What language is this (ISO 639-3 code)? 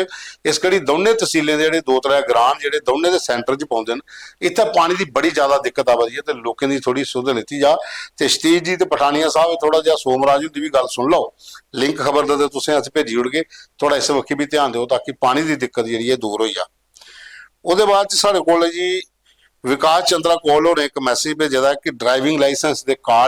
doi